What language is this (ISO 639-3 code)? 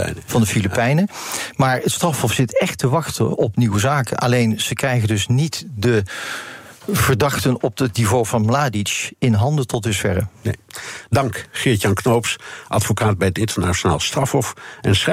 nld